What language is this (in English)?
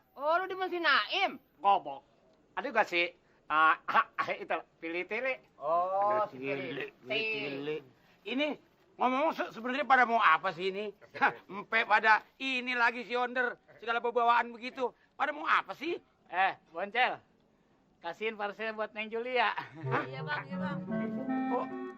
Betawi